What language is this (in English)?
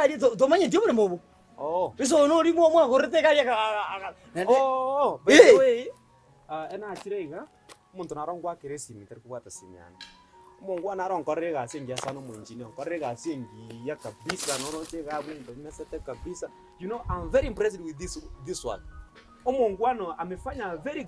Gusii